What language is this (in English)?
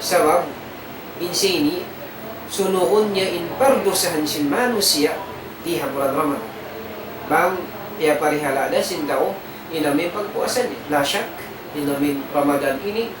Tausug